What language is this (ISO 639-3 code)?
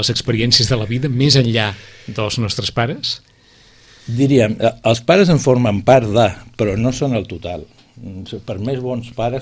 cat